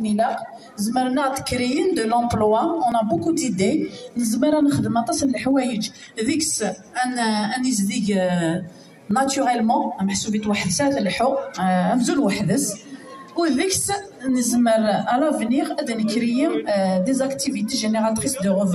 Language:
Kabyle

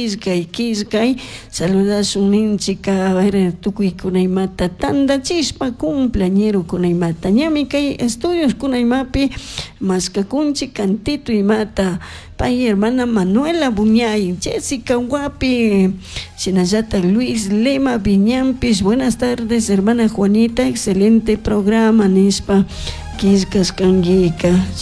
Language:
Chimborazo Highland Quichua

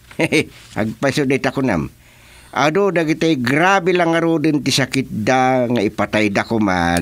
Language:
Iloko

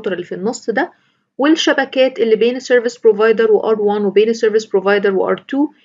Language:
Egyptian Arabic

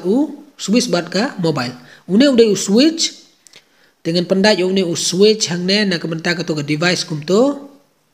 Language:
Khasi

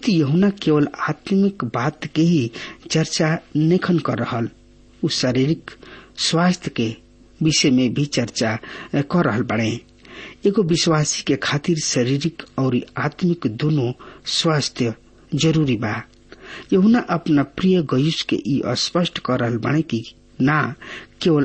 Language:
Bhojpuri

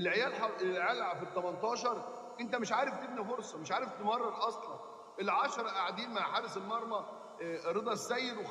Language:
Egyptian Arabic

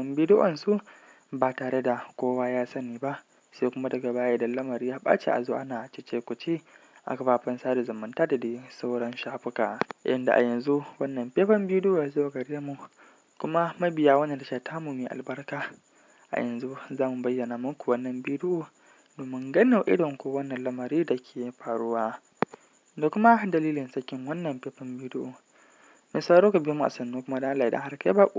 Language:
Hausa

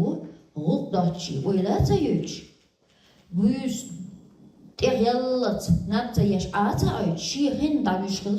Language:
Chechen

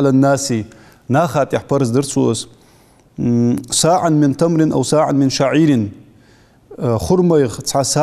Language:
Ingush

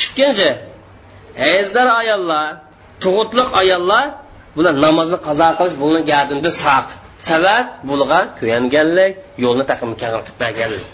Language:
Uyghur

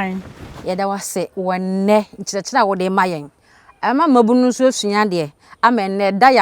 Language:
Akan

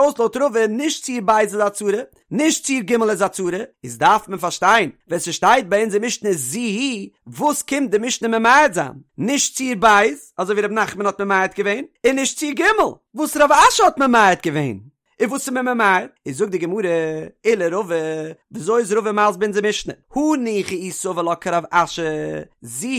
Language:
Yiddish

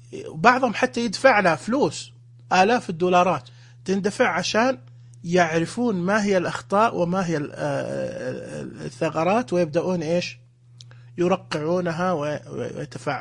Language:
Najdi Arabic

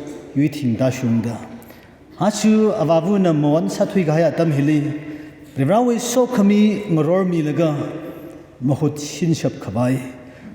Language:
Tangkhul Naga (India)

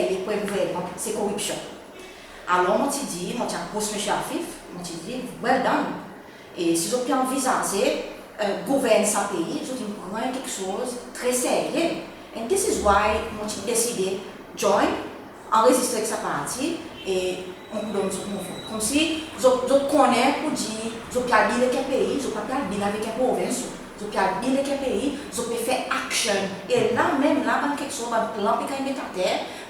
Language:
Seselwa Creole French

